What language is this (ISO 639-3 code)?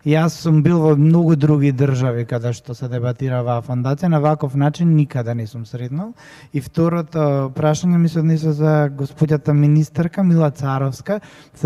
mkd